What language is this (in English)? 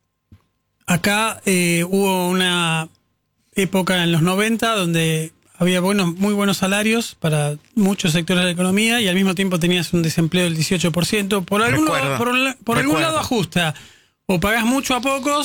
Spanish